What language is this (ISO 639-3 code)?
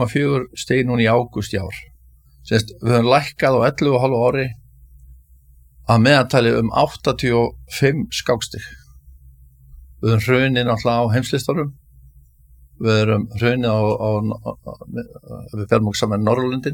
isl